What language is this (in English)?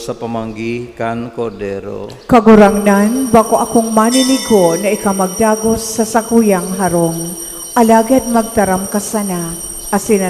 Bikol